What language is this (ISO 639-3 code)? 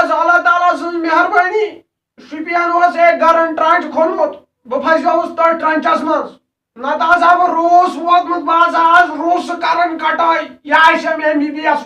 kas